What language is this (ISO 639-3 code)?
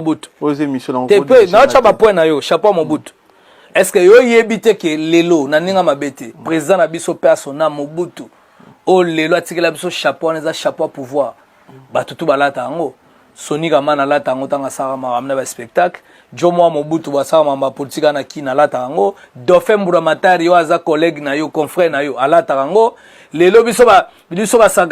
lin